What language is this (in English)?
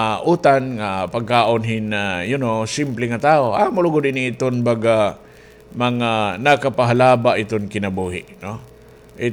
Waray